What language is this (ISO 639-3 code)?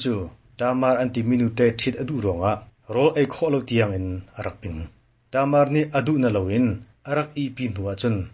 cnh